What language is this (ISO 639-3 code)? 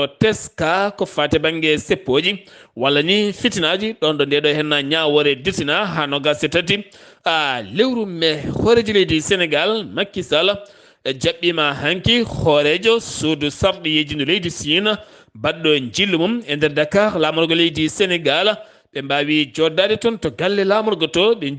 ful